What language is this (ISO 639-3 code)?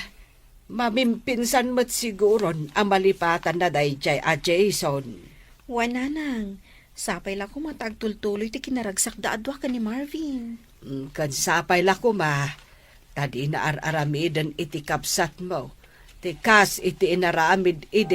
ilo